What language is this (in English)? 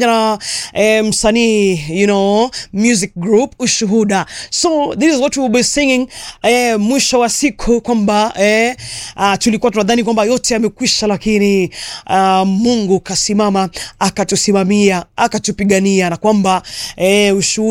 Swahili